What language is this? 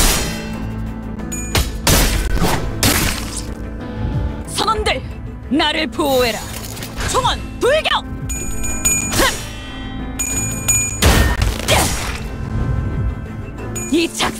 Korean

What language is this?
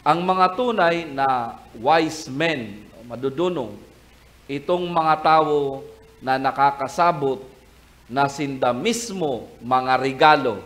Bikol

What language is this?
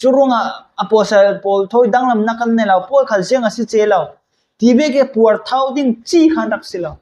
Falam Chin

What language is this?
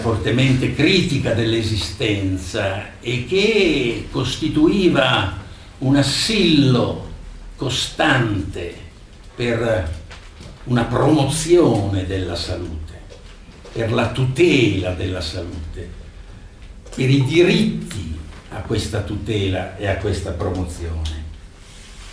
Italian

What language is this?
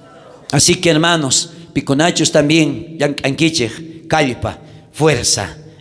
South Bolivian Quechua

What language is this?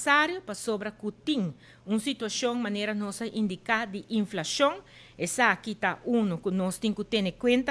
Papiamento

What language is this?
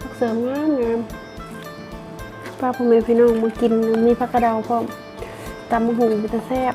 Northeastern Thai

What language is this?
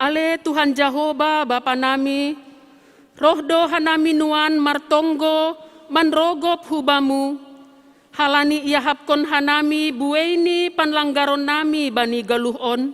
Batak Simalungun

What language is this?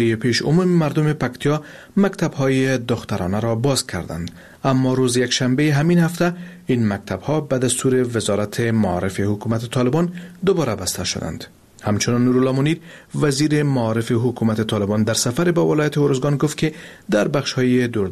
Persian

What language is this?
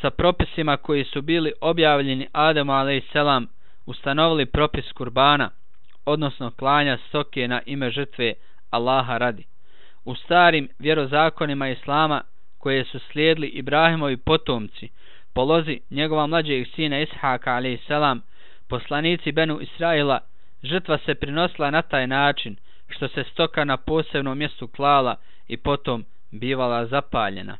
Bosnian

